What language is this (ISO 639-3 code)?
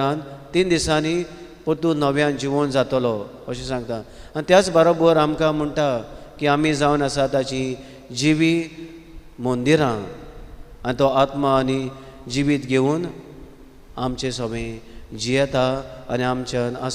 kok